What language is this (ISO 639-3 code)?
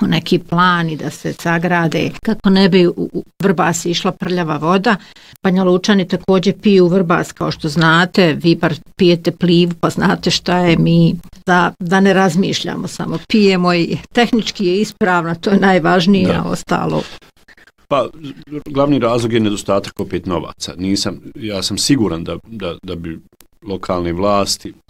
bos